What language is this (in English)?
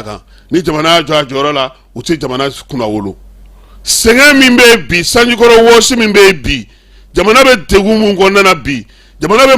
Bambara